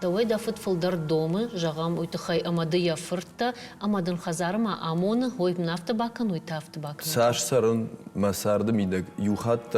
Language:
Ossetic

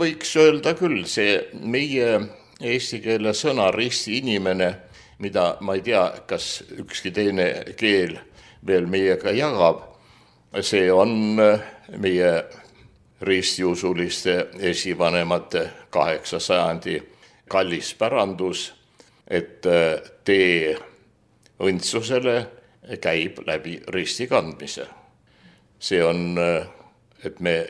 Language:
Estonian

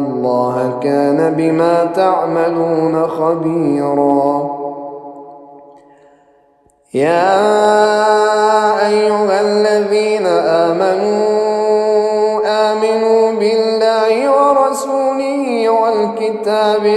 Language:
Arabic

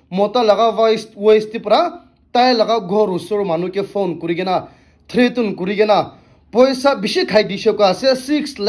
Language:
Naga Pidgin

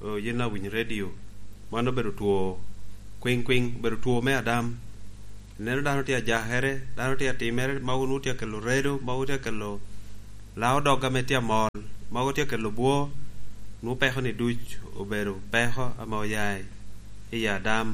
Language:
Lango (Uganda)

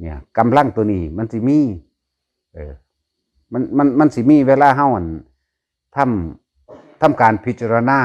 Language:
Northeastern Thai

